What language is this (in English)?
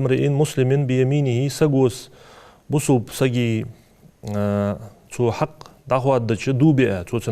Ingush